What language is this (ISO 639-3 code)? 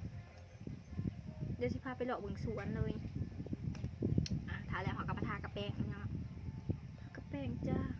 lao